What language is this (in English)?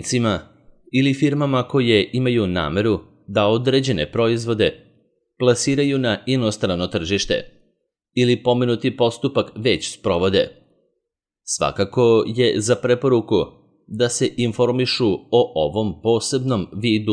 Serbian